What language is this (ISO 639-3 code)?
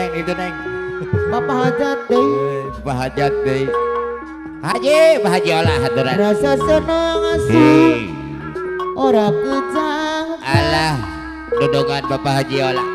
sun